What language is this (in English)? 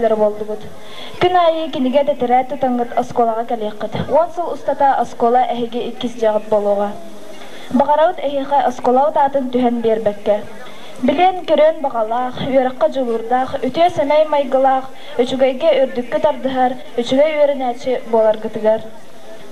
Yakut